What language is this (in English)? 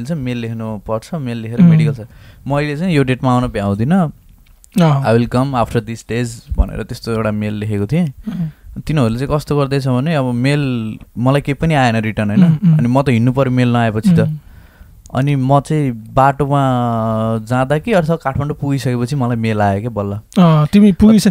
Nepali